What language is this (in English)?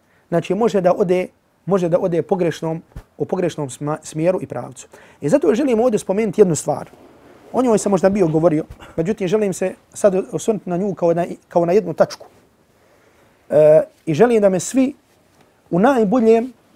Bosnian